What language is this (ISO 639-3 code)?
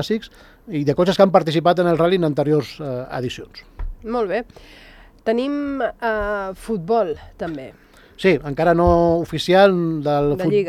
cat